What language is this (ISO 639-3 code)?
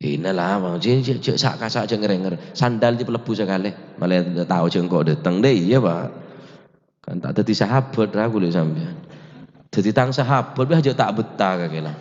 mad